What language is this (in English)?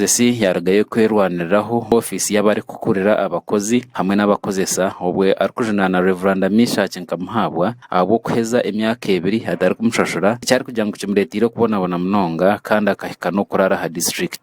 Nyankole